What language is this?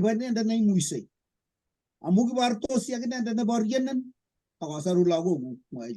Kalenjin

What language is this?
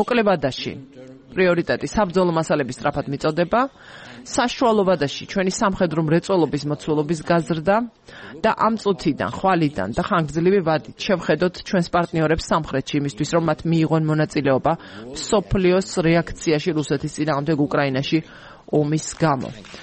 Georgian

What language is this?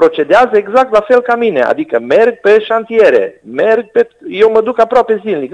Romanian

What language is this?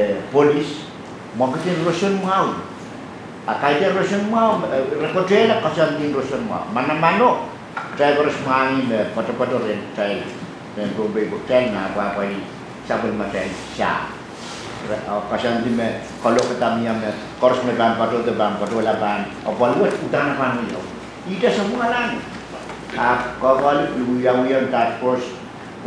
Pohnpeian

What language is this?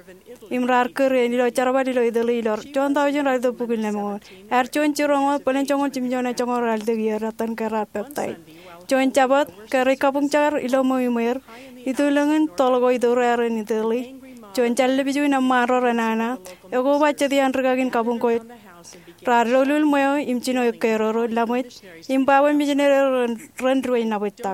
Marshallese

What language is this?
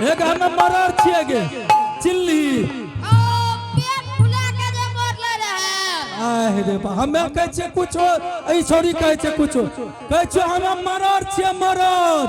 Angika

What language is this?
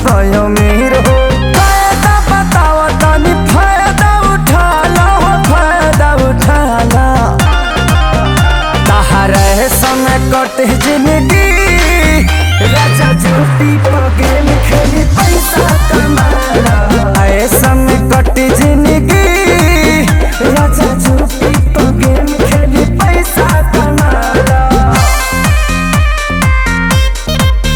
Bhojpuri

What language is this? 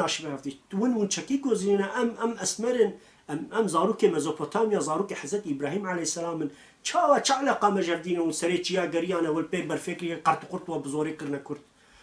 Kurdish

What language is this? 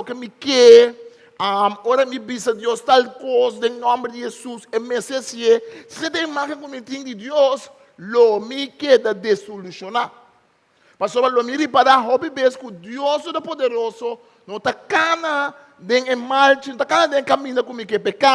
Papiamento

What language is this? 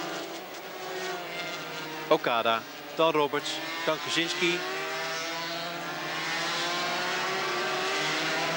Dutch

